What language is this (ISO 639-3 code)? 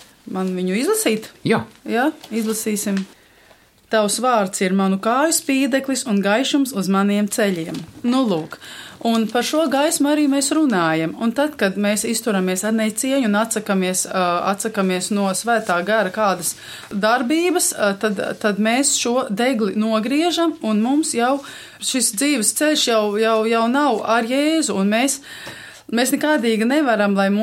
lav